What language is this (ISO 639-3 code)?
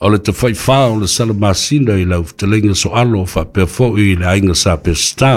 smo